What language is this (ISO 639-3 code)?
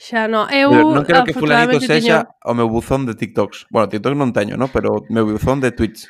glg